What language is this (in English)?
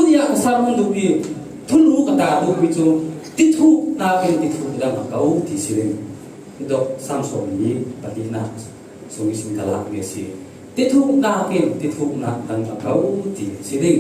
Falam Chin